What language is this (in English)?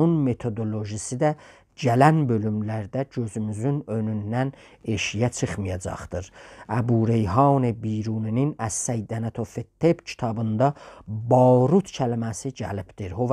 South Azerbaijani